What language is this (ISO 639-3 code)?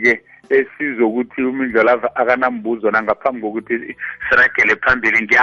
nbl